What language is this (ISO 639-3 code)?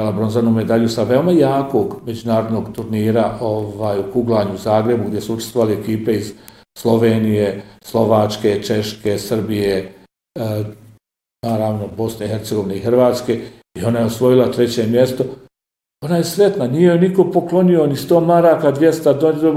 bos